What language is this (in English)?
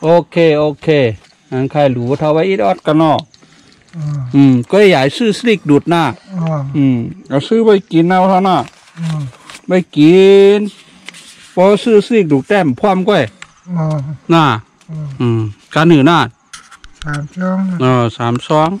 Shan